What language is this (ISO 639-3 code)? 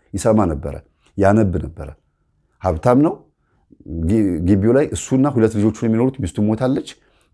amh